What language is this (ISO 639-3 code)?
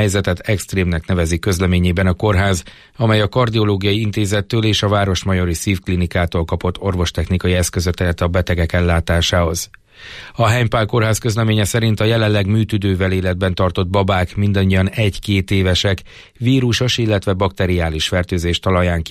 hun